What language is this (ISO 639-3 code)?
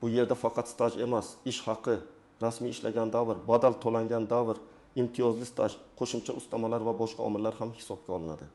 uzb